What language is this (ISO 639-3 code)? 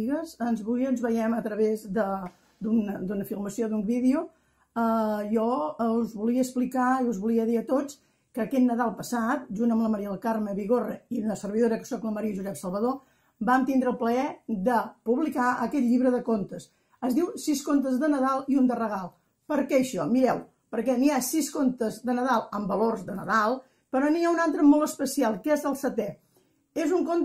cat